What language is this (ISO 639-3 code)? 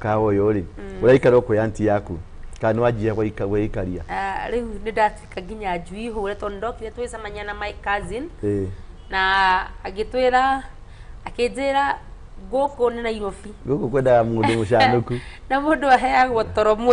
kik